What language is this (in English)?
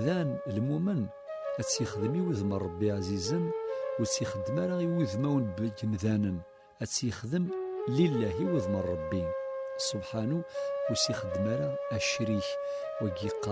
Kabyle